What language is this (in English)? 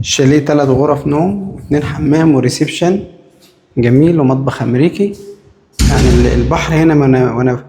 Egyptian Arabic